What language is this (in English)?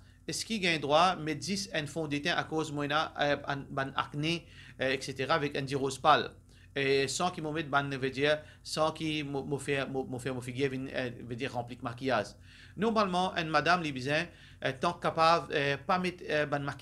Morisyen